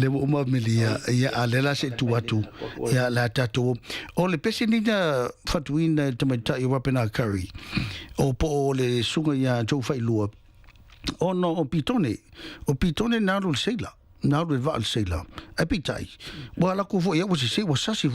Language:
Samoan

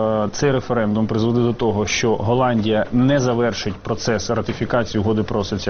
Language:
Ukrainian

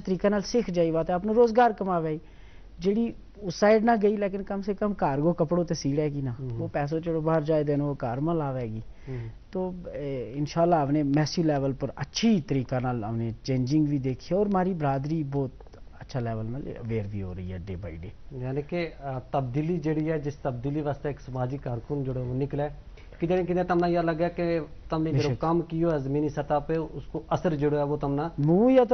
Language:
Gujari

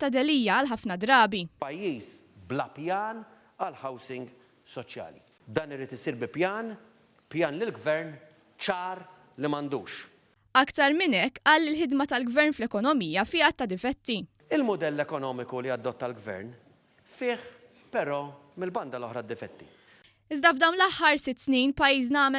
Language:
Maltese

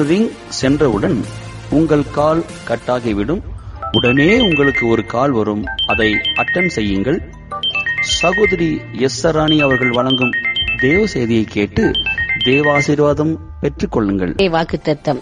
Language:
Tamil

